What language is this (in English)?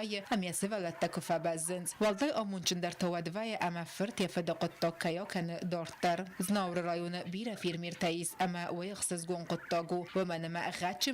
Ossetic